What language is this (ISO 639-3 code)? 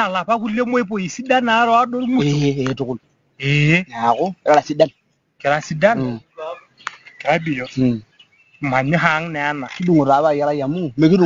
mas